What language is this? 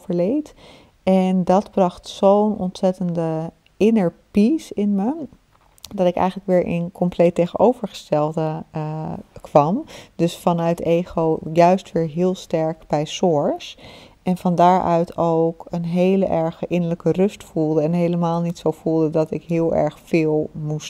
Dutch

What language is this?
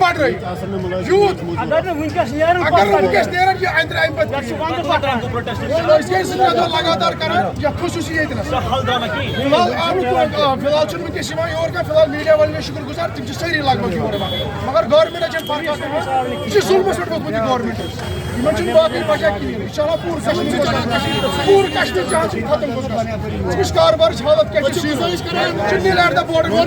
Kashmiri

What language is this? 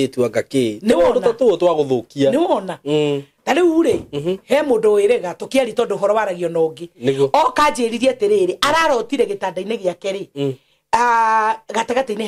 Kikuyu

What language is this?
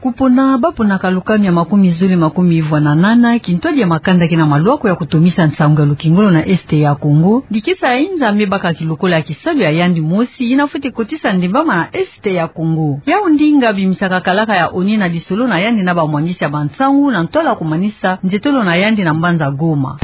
Kituba (Democratic Republic of Congo)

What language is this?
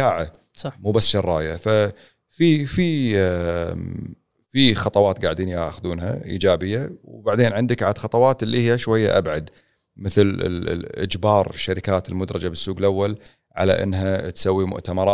Gulf Arabic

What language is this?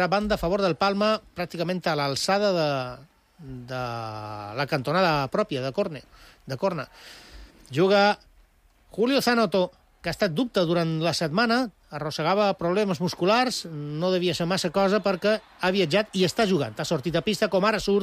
Catalan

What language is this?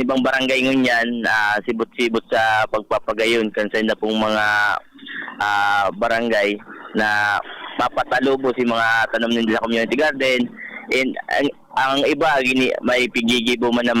Bikol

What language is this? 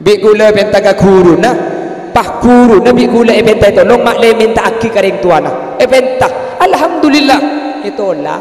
Madurese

